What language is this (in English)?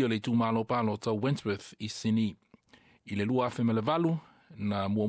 Samoan